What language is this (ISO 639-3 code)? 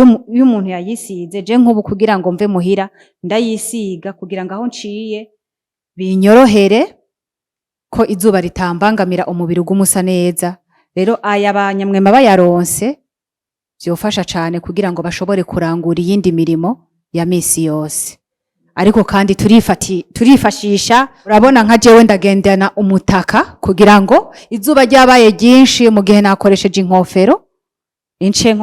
run